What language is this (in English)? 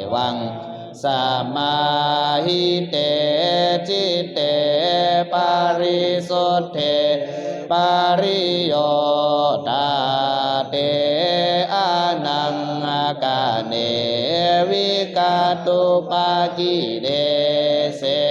Pali